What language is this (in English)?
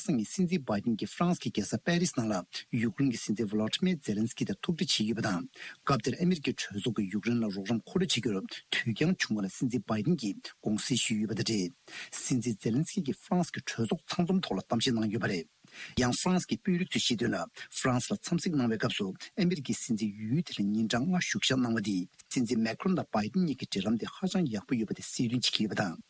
Tibetan